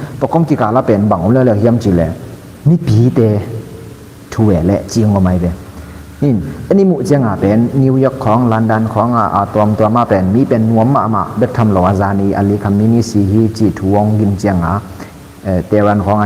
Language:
Tedim Chin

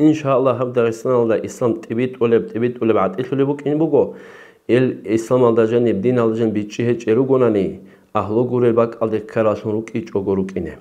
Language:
Avaric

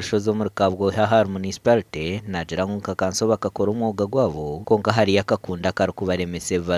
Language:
Nyankole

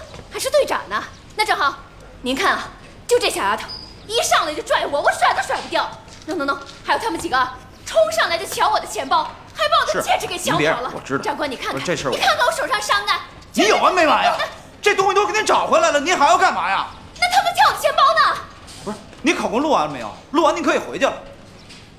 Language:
Chinese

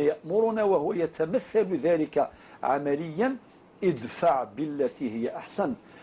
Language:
Arabic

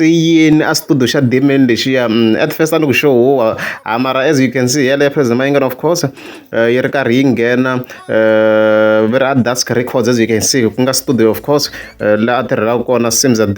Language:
Tsonga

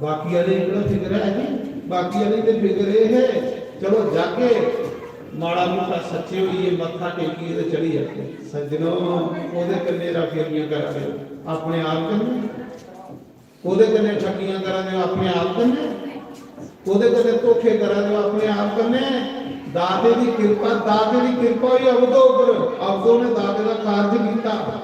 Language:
Dogri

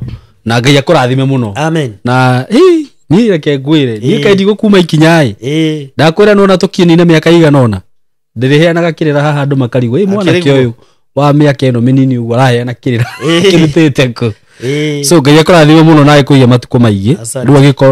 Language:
Kikuyu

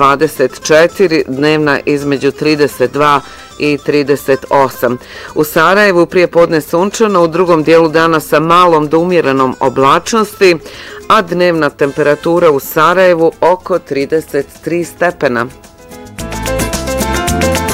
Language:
Bosnian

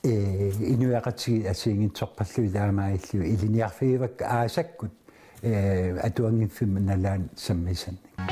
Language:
Kalaallisut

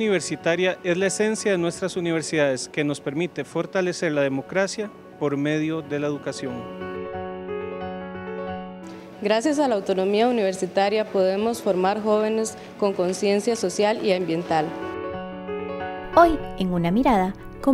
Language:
Spanish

